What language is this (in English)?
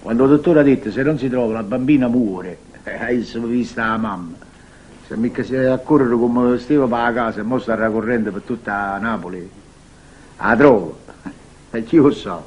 Neapolitan